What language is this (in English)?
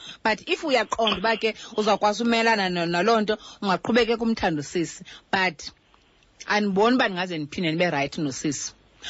Xhosa